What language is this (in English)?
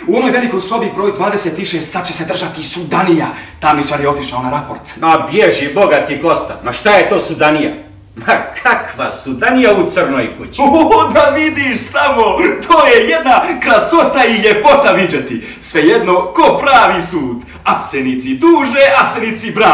Bosnian